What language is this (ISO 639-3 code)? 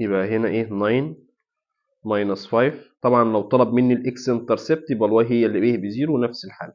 arz